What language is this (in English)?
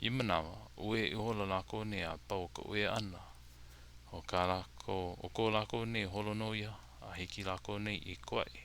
Hawaiian